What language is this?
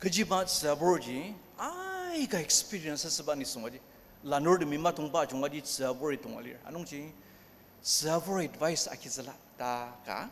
Ao Naga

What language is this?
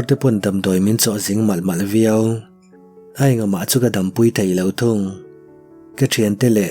Mizo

